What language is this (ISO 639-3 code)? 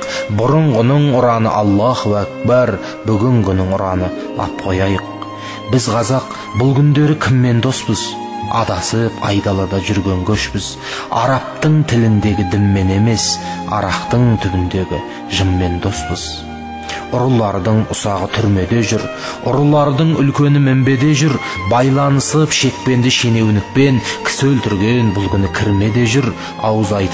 kaz